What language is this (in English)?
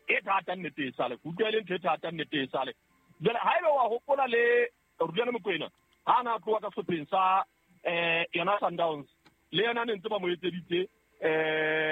Southern Sotho